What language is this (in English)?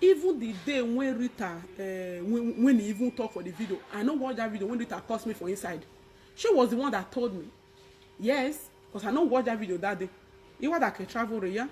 Nigerian Pidgin